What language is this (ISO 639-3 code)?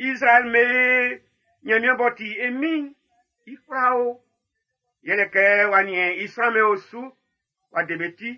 bci